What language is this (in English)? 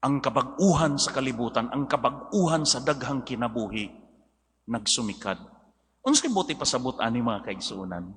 Cebuano